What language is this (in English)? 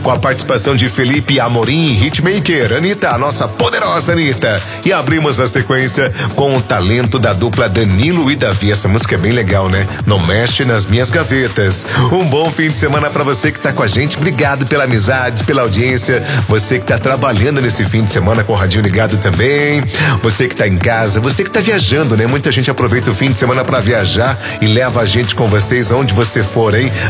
Portuguese